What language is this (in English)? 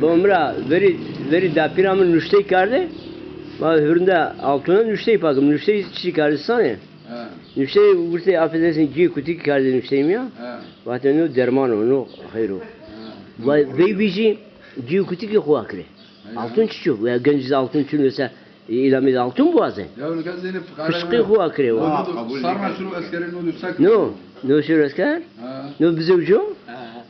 Zaza